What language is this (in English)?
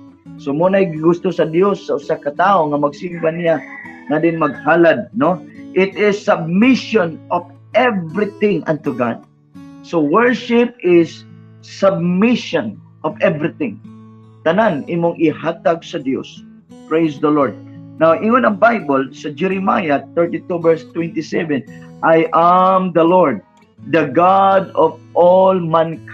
Cebuano